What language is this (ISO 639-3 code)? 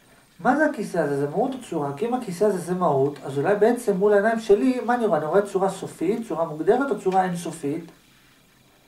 heb